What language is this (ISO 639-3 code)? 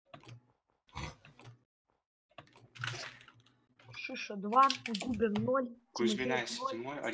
rus